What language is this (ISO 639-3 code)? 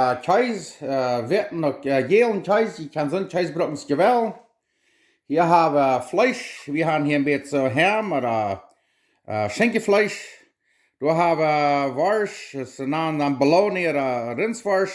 pdt